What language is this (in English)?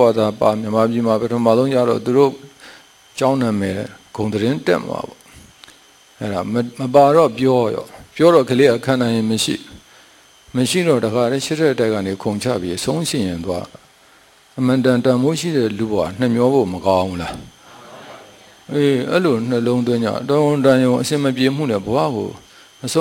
Burmese